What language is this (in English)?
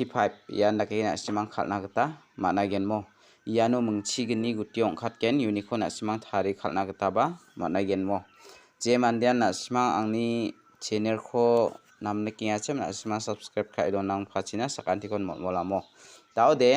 Garo